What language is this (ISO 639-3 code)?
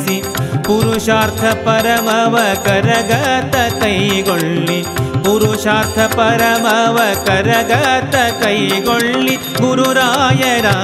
kan